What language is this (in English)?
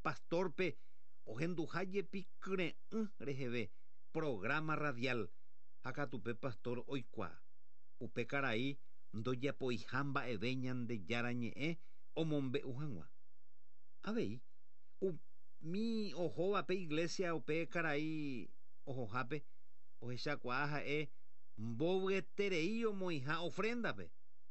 Guarani